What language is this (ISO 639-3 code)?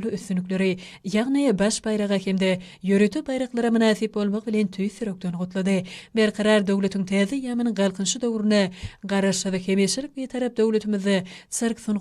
tuk